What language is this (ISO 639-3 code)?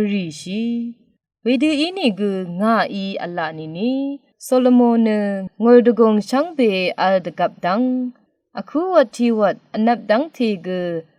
raw